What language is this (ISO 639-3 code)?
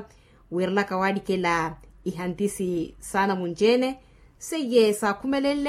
vmw